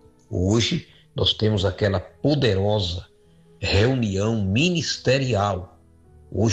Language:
Portuguese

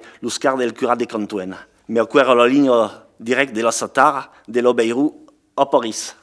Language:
Occitan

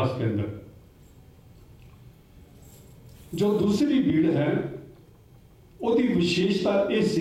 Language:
Punjabi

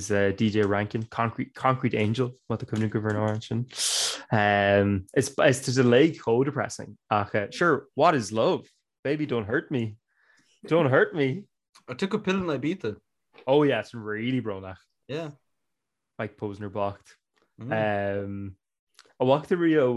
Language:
Irish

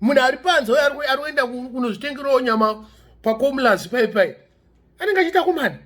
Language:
Shona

